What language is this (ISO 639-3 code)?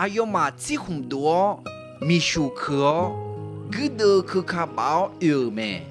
ahk